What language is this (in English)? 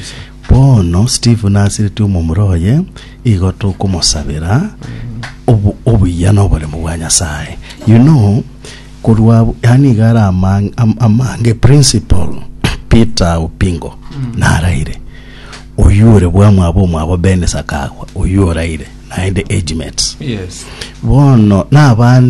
Gusii